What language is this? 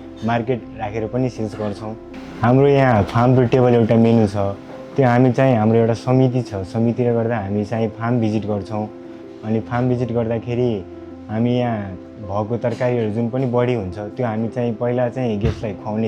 Nepali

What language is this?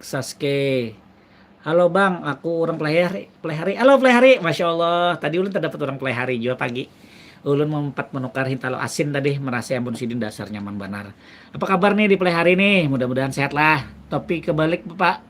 Banjar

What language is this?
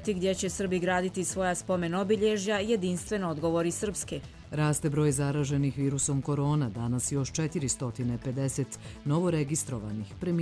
Croatian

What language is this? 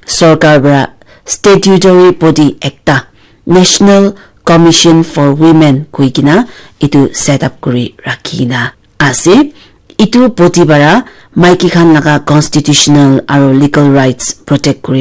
Naga Pidgin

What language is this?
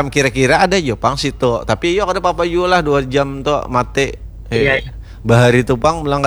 Banjar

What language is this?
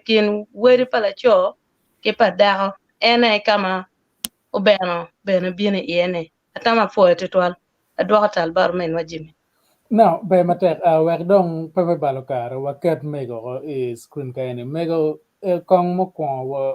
Acoli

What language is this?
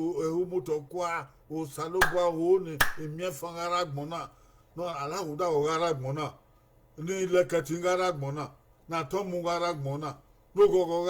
Bini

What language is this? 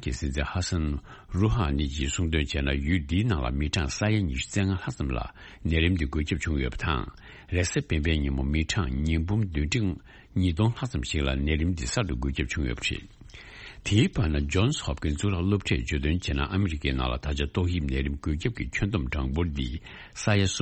Tibetan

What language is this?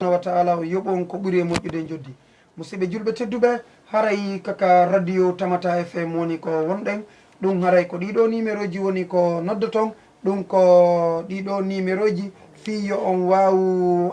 Fula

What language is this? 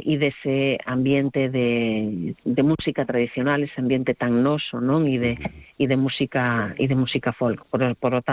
Galician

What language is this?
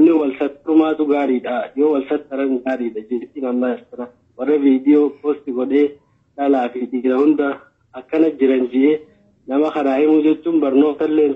Oromo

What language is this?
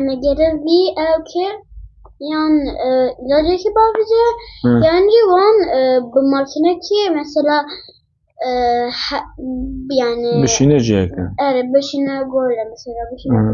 Kurdish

